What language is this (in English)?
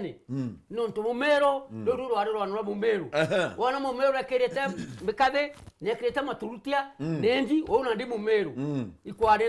Meru